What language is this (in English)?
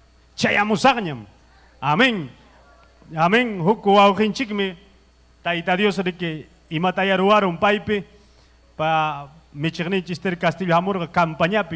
Ayacucho Quechua